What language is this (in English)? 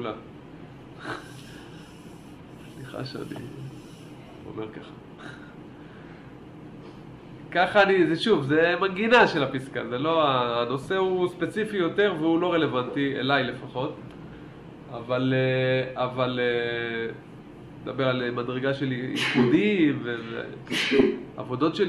Hebrew